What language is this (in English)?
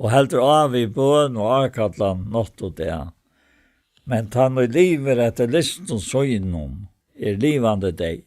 Faroese